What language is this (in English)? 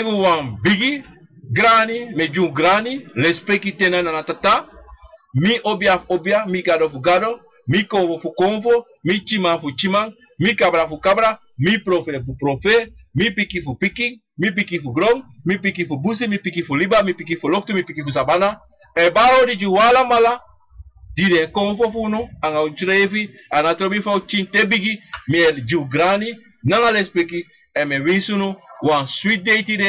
Sranan Tongo